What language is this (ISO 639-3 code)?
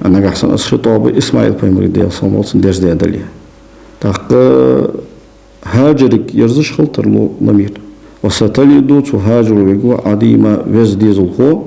inh